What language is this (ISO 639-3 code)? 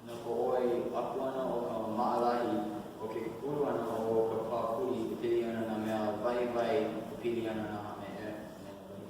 haw